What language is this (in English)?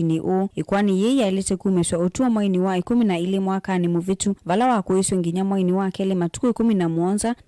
Kamba